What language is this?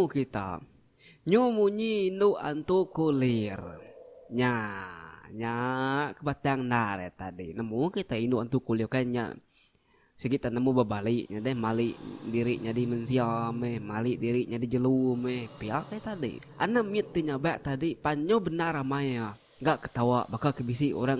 Iban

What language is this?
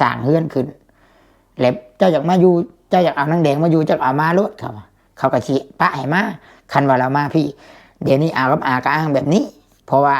Lao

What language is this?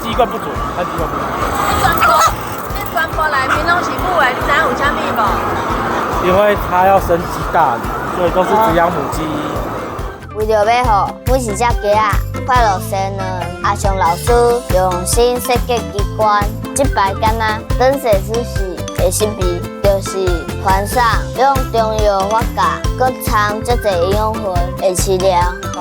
Min Nan Chinese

